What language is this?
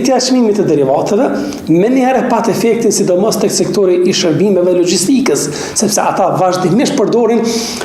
Albanian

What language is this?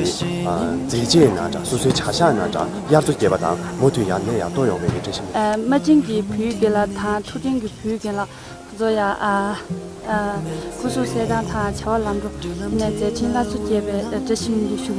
Tibetan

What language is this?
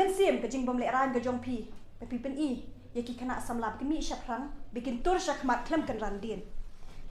Khasi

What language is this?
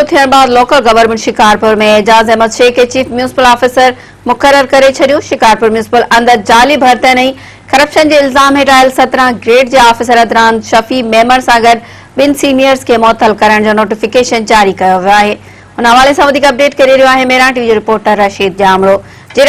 Sindhi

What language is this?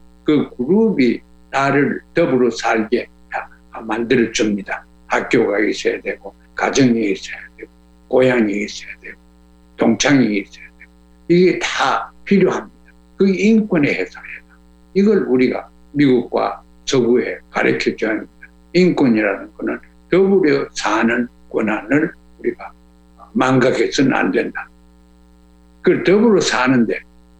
Korean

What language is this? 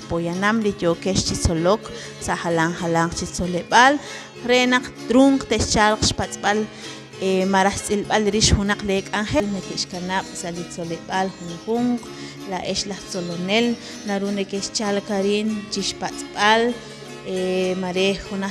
Kekchí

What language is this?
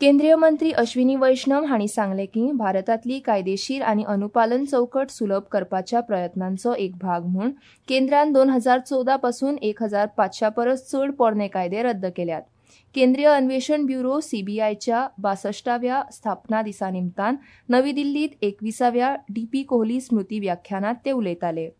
Konkani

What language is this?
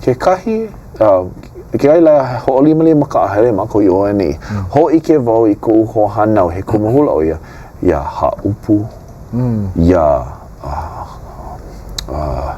Hawaiian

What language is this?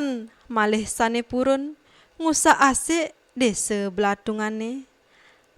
Balinese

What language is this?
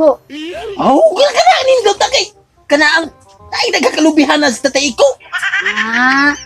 Cebuano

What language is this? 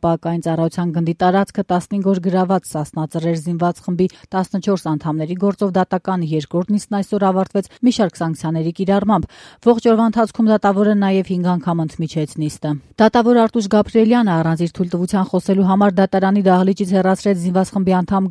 Armenian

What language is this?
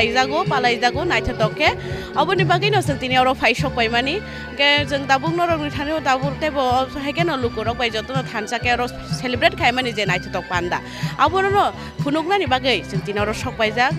Kok Borok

